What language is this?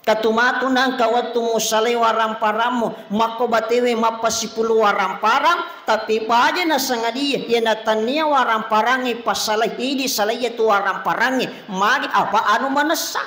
Buginese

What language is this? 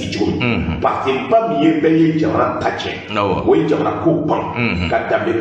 Bambara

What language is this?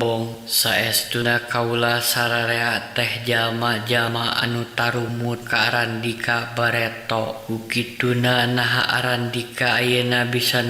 Sundanese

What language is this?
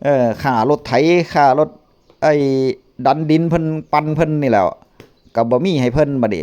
Northeastern Thai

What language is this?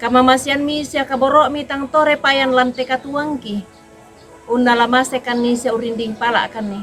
Toraja-Sa'dan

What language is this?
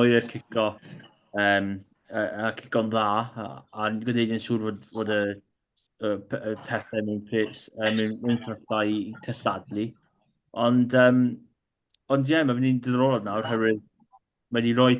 Welsh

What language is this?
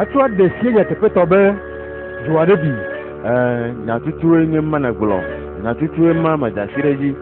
Ewe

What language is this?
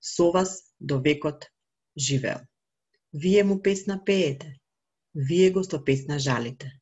Macedonian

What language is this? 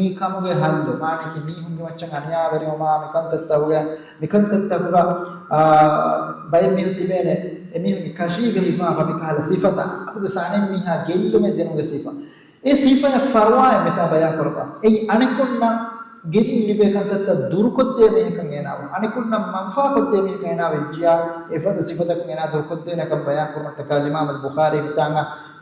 Divehi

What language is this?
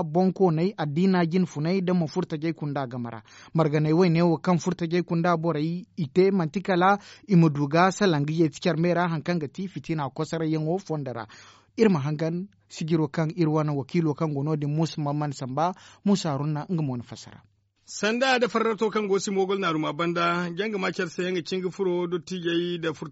Zarma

